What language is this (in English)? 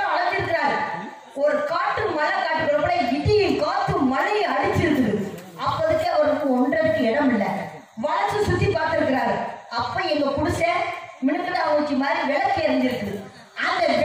Tamil